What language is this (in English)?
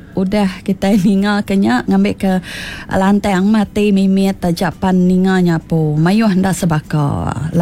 Iban